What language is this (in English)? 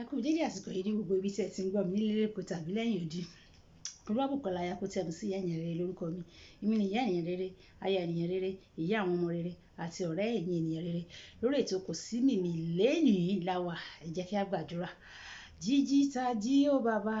Yoruba